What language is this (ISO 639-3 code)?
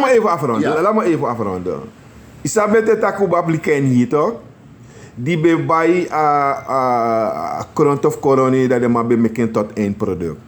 srn